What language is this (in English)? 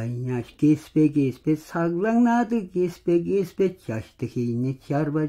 Tuvinian